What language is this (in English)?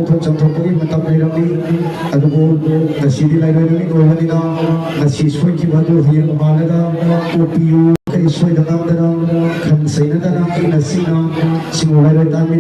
Manipuri